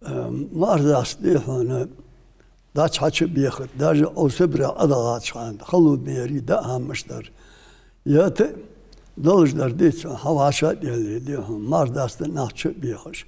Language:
Ingush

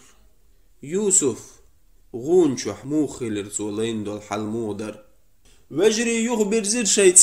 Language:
Chechen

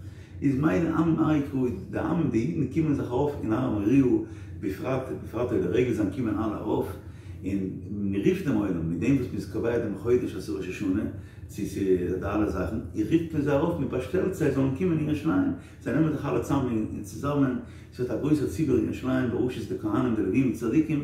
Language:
Yiddish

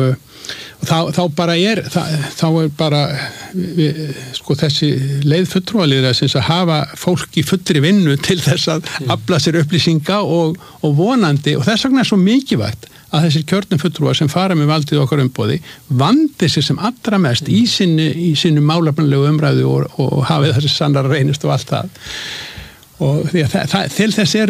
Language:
Icelandic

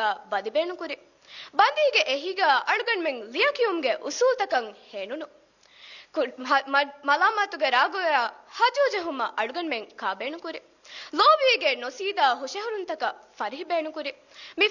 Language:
Divehi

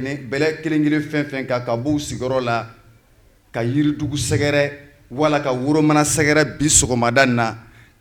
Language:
Bambara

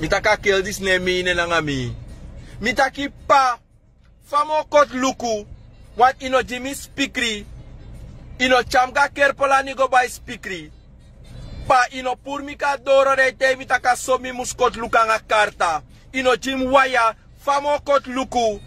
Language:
Sranan Tongo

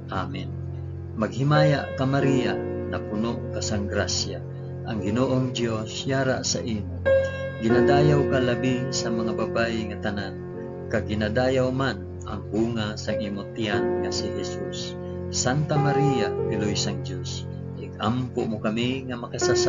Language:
Hiligaynon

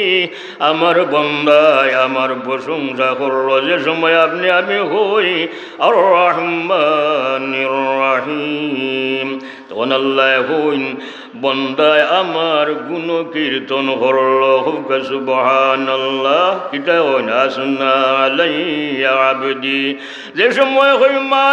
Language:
Sylheti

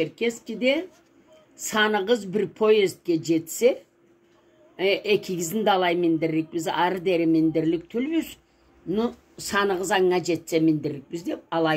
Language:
Karachay-Balkar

